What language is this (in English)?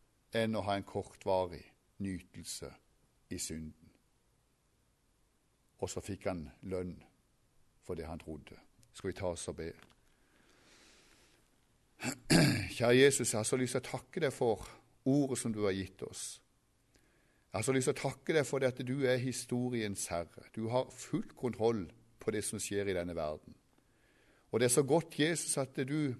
Norwegian